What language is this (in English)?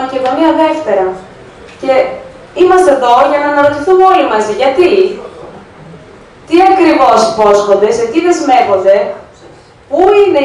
Greek